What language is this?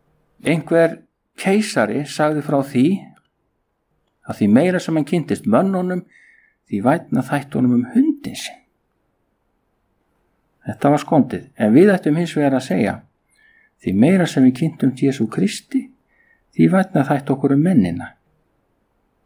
Icelandic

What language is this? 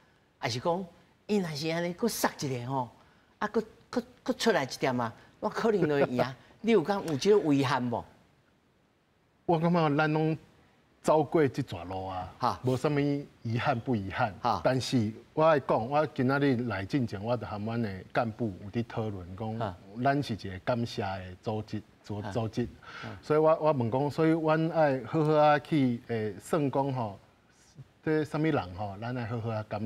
Min Nan Chinese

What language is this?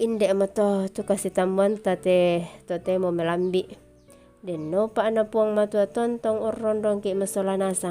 Toraja-Sa'dan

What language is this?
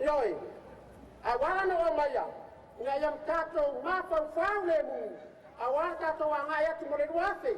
Samoan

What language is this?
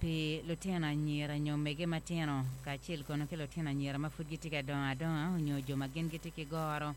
Acoli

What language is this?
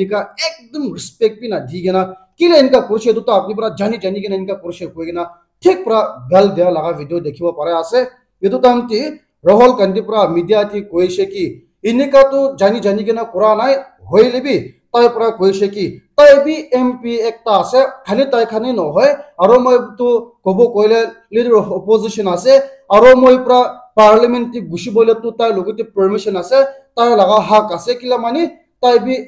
Naga Pidgin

